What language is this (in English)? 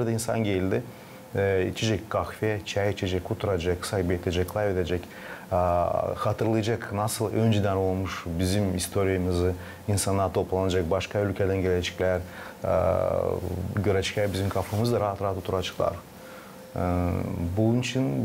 Gagauz